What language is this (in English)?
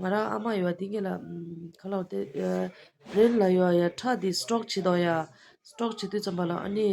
Tibetan